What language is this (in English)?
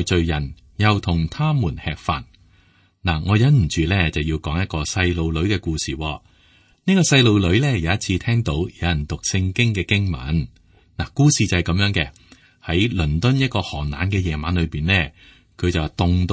Cantonese